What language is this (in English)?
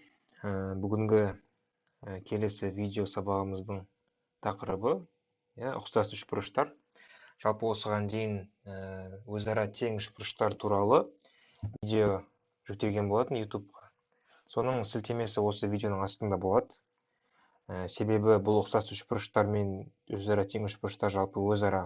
Kazakh